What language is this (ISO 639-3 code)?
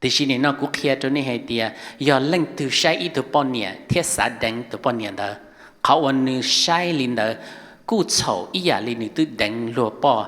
hmn